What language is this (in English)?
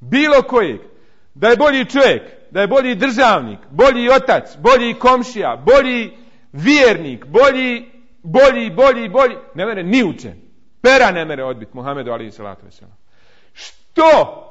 Bosnian